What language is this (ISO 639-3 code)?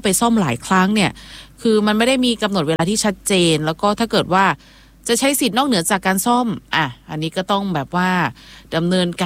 tha